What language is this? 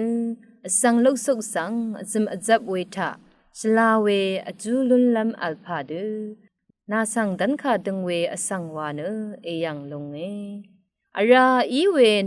Rawang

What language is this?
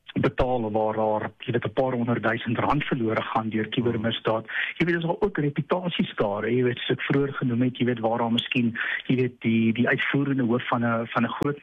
Afrikaans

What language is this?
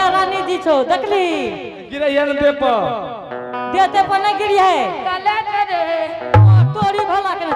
Angika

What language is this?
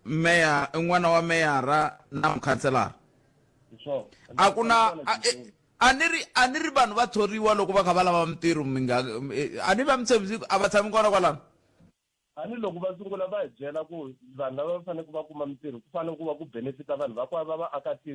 Tsonga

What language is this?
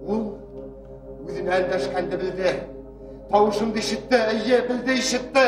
Bashkir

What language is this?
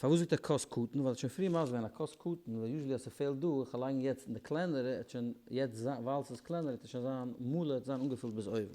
Yiddish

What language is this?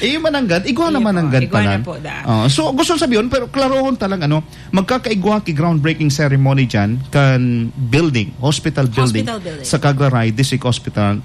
Bikol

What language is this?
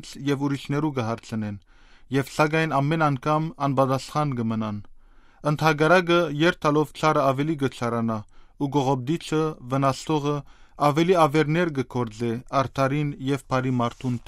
Western Armenian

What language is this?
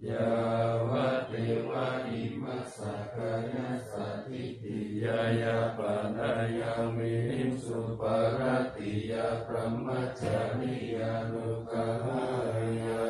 Pali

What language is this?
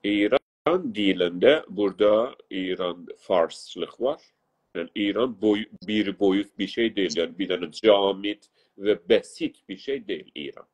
South Azerbaijani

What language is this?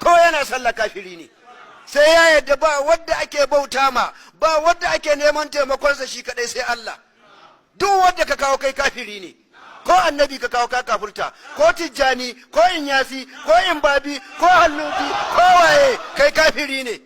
Hausa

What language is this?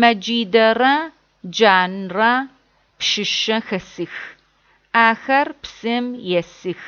Adyghe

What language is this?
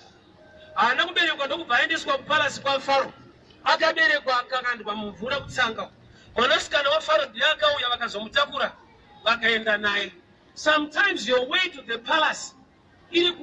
Shona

